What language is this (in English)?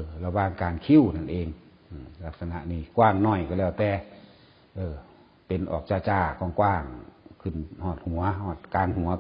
Northeastern Thai